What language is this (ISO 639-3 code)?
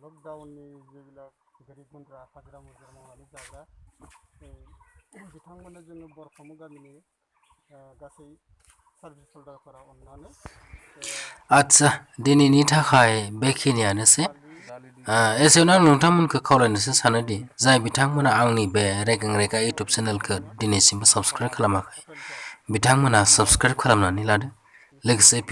brx